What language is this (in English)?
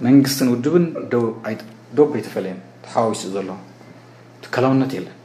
Tigrinya